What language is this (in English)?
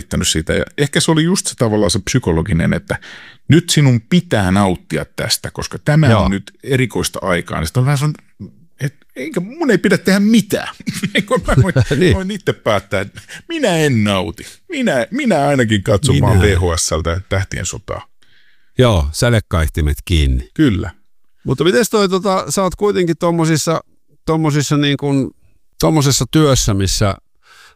Finnish